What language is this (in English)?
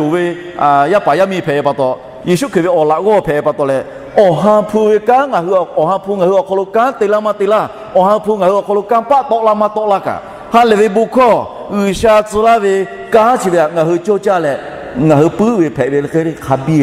Lahu